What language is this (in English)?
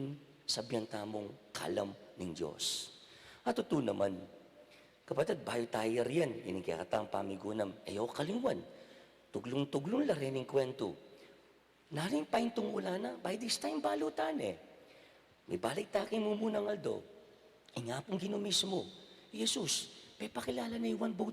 Pampanga